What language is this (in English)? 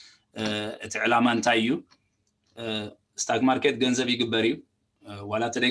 Tigrinya